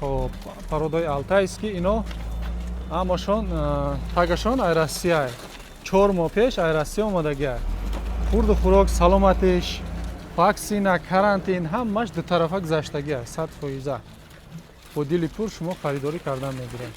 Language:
Tajik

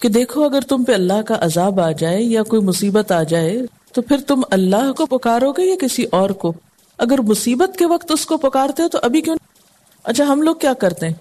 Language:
Sindhi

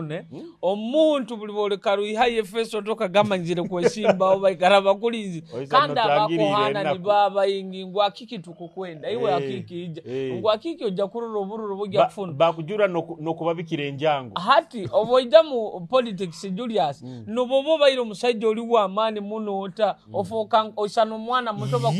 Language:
Nyoro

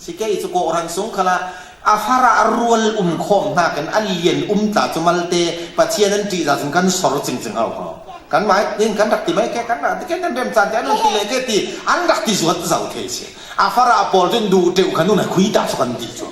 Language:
Falam Chin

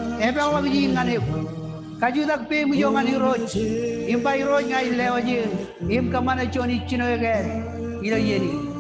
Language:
Marshallese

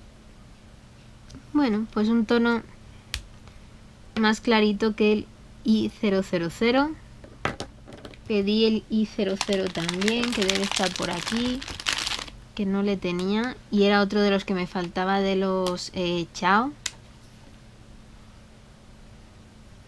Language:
Spanish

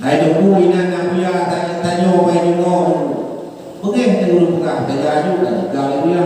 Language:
Achinese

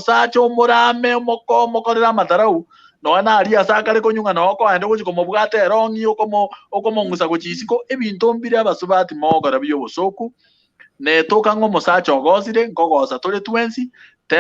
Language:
Gusii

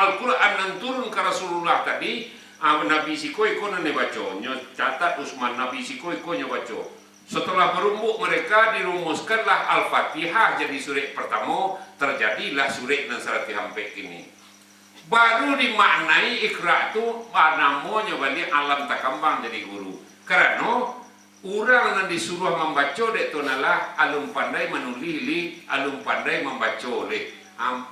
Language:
Minangkabau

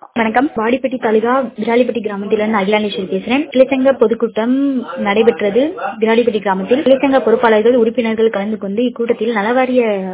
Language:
Tamil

